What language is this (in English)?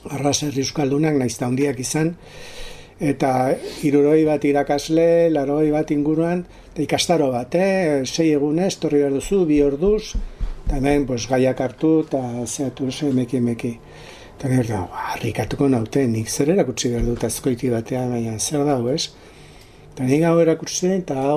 Basque